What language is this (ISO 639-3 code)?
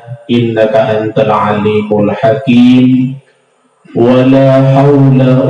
sas